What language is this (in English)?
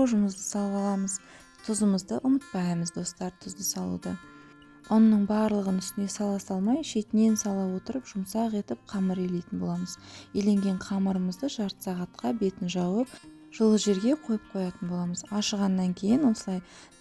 Kazakh